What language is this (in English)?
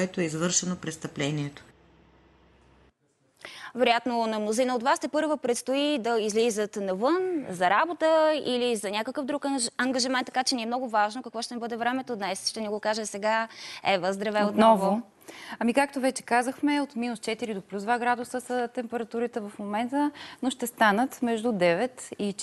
Bulgarian